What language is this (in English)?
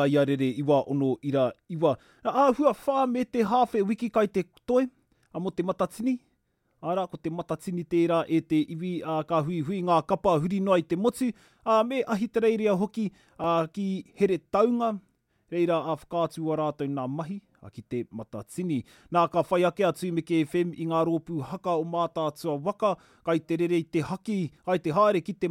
Māori